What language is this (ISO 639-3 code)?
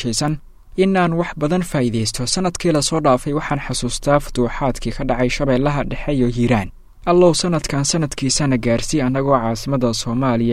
som